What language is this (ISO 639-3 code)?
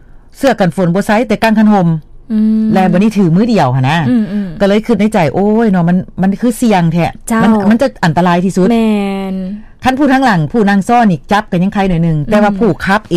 lao